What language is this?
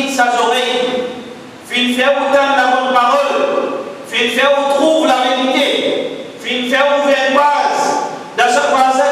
Morisyen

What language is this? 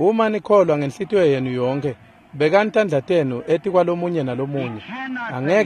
Swati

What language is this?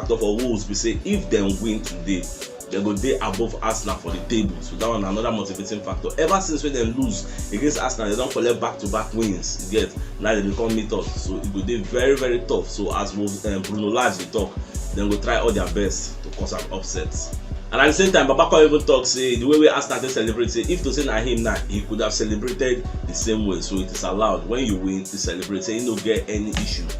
Nigerian Pidgin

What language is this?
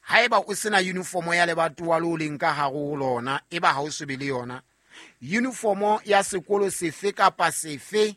Southern Sotho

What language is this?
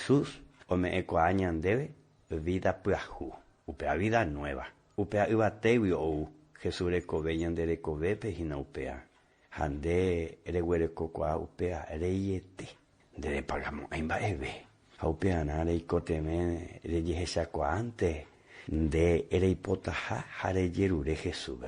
Guarani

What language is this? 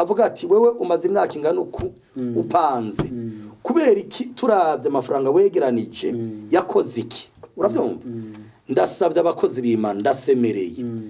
Rundi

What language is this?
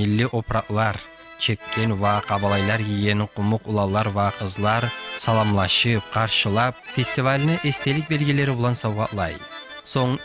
Kumyk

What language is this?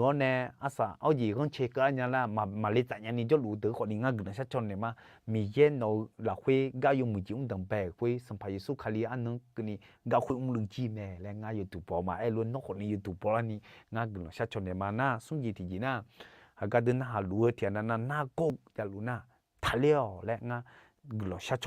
Akha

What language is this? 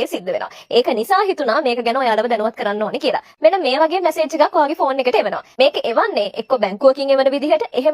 Sinhala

